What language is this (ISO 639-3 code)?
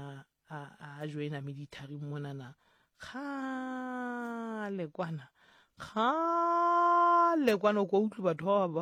sot